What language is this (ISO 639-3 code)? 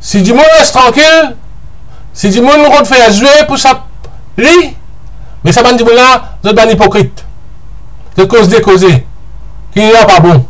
mfe